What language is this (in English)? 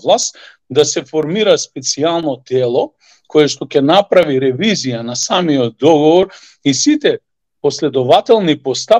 Macedonian